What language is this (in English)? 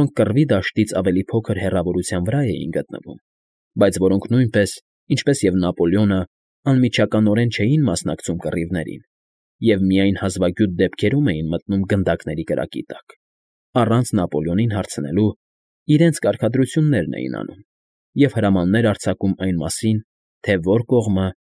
Armenian